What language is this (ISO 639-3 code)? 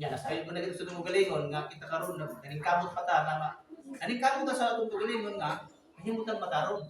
ceb